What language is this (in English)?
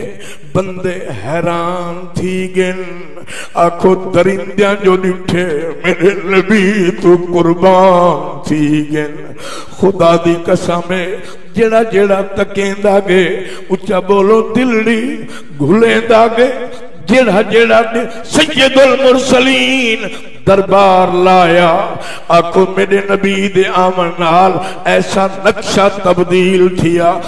Saraiki